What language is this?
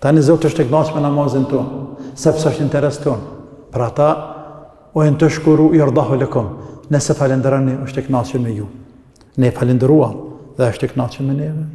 Albanian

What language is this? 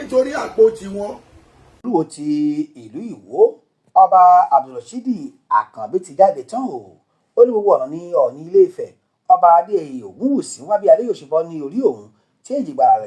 Yoruba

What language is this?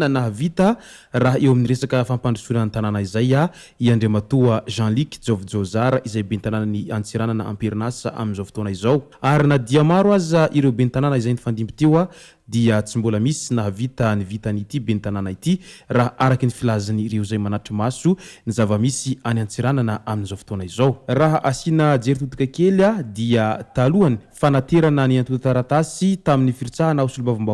Malagasy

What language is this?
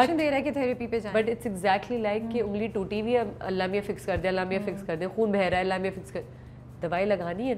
Urdu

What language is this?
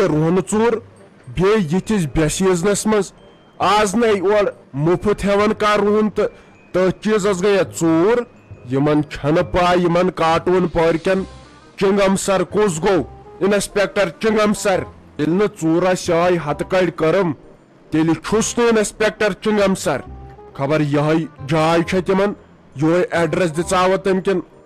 Kashmiri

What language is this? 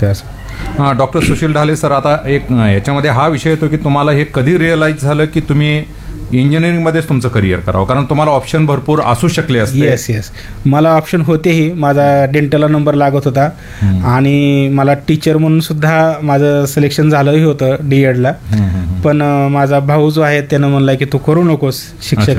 Marathi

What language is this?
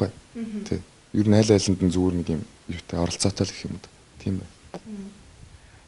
Mongolian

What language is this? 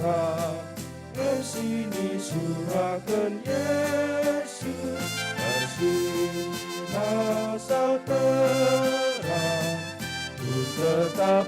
Batak Karo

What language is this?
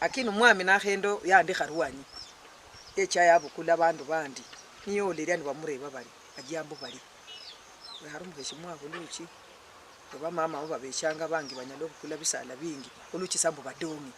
Luyia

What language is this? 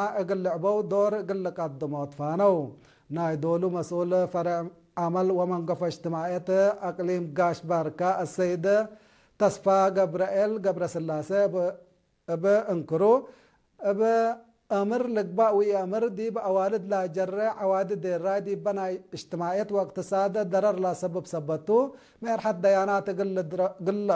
Tigre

